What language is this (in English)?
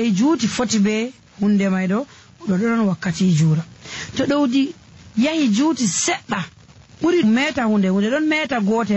Nigerian Fulfulde